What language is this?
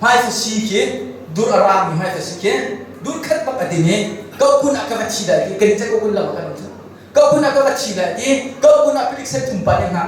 Hakha Chin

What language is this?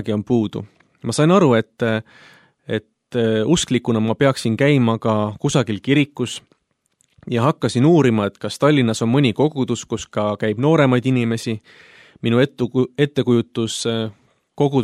Estonian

